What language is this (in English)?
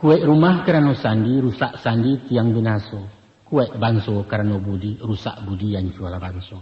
Minangkabau